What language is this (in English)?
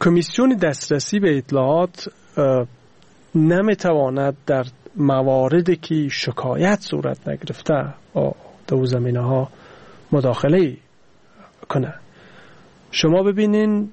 Persian